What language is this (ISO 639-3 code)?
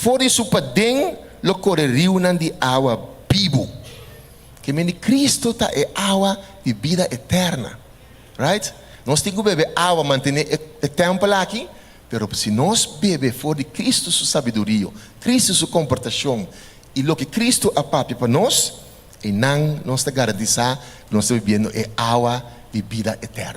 pap